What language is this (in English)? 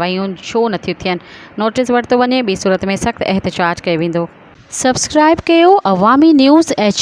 Sindhi